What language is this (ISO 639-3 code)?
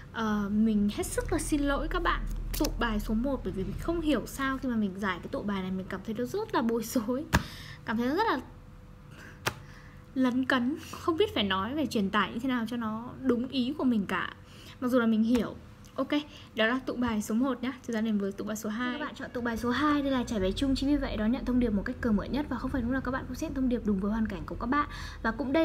vie